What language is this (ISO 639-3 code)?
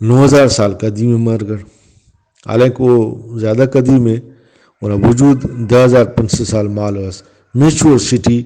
brh